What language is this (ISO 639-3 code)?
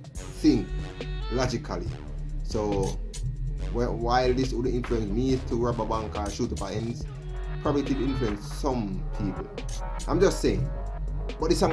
jam